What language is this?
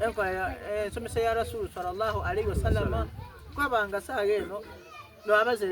Soga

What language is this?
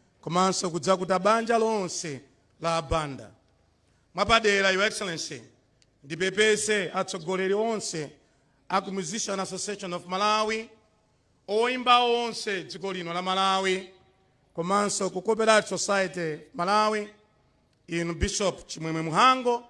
Nyanja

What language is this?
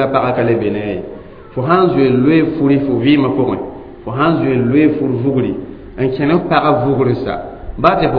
Mossi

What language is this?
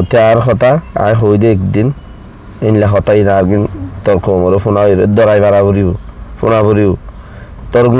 Rohingya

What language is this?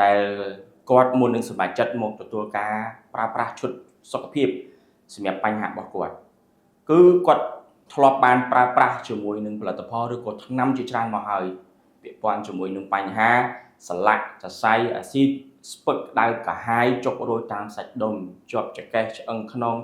Khmer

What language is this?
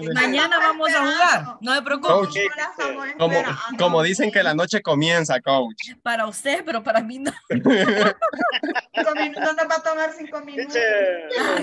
Spanish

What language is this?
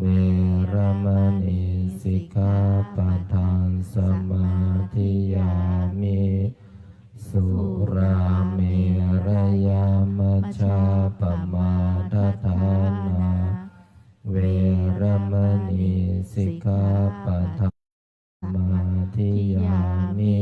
Pali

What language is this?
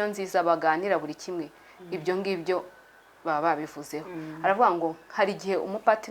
Kinyarwanda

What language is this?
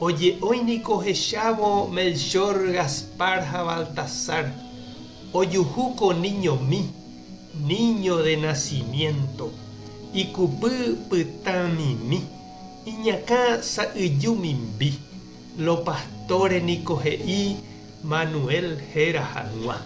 Guarani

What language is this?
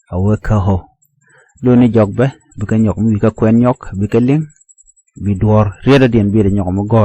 Nuer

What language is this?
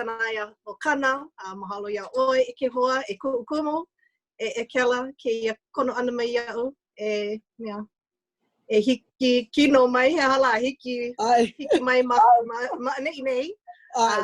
Hawaiian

